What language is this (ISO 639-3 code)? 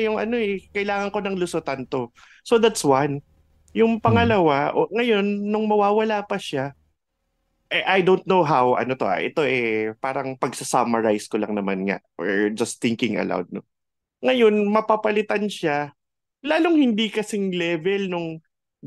fil